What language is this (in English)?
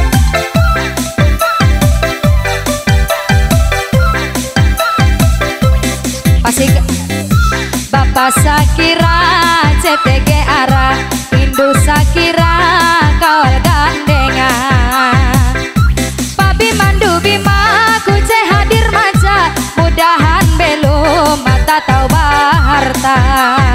Ngaju